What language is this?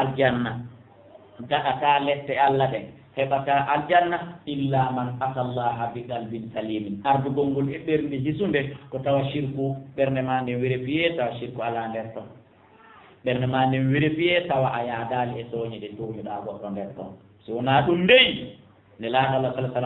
Fula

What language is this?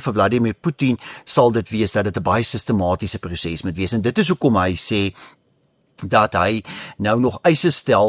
Afrikaans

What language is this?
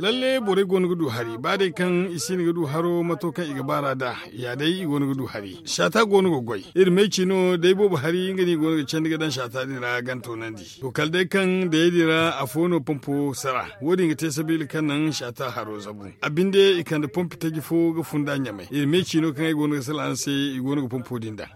Zarma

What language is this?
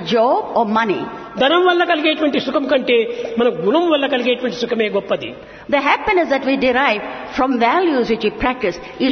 Telugu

